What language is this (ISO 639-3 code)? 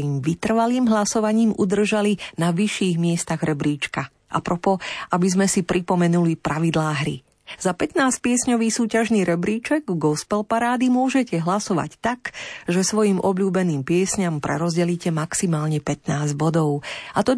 slk